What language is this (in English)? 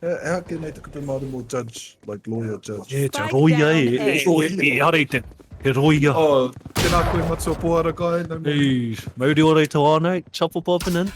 Māori